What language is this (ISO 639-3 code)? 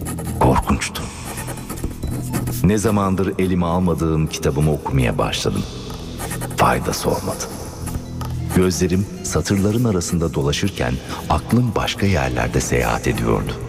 tur